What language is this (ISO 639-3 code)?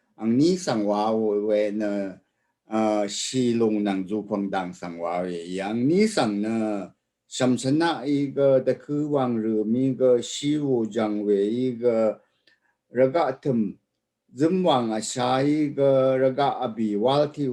raw